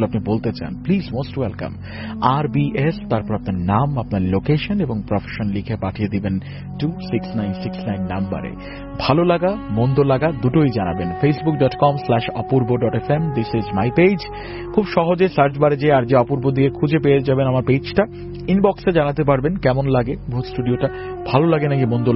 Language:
Bangla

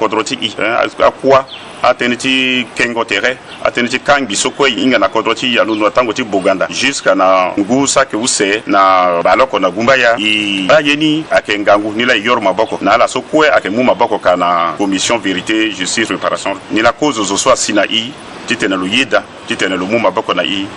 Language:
Sango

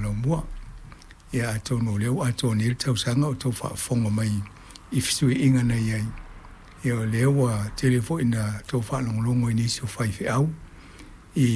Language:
Samoan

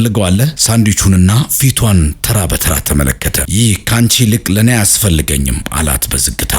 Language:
Amharic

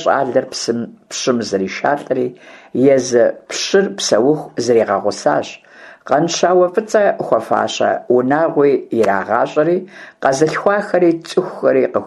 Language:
Kabardian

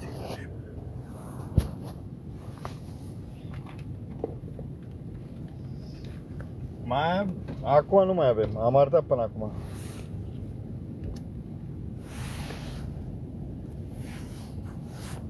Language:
Romanian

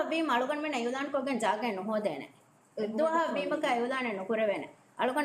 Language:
Divehi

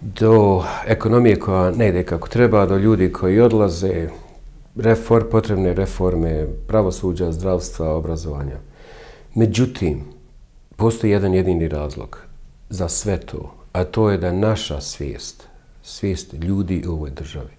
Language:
Bosnian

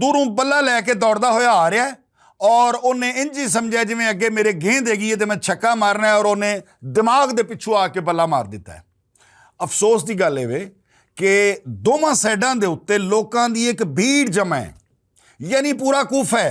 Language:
Western Panjabi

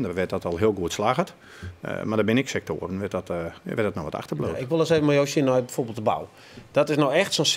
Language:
Western Frisian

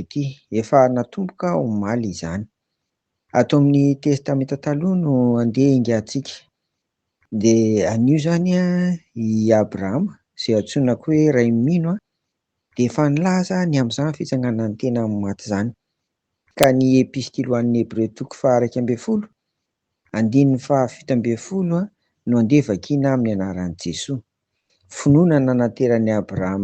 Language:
Malagasy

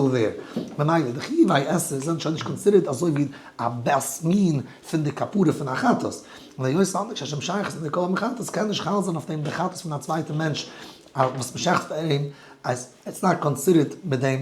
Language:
Yiddish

